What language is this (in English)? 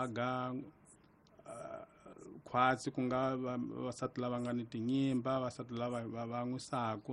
Tsonga